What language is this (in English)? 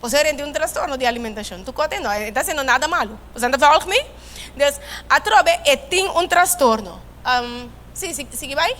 Papiamento